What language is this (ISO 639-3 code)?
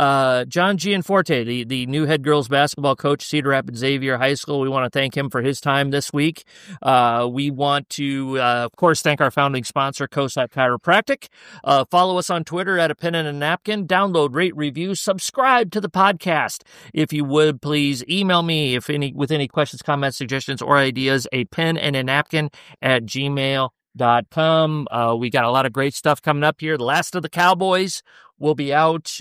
eng